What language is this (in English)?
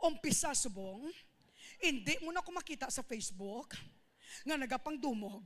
Hiligaynon